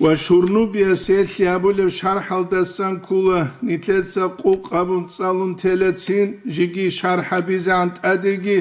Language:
Avaric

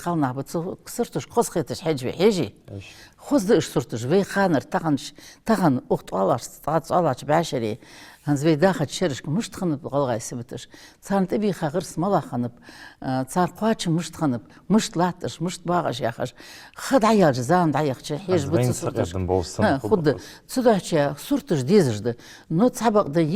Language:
Ingush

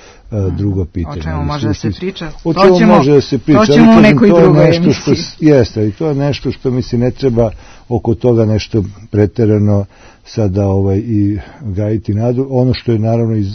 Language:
Serbian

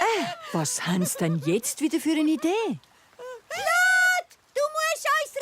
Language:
Swiss German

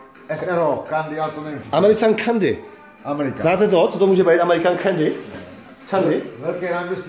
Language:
Czech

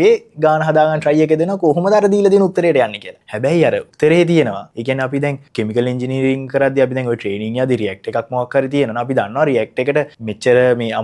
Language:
Sinhala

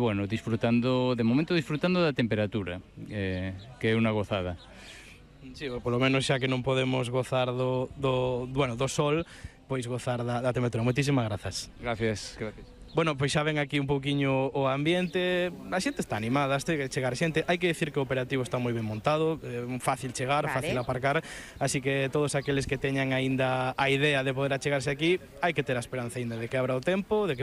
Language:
Galician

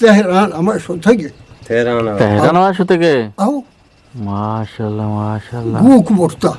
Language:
Eastern Balochi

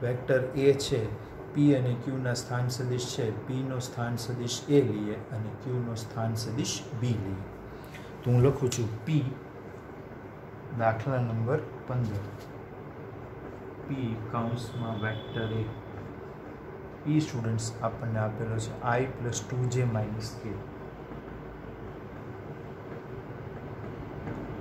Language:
Gujarati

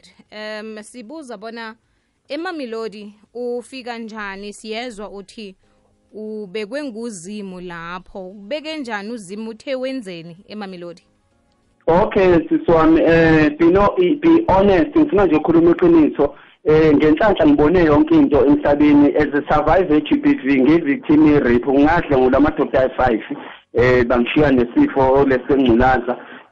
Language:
South Ndebele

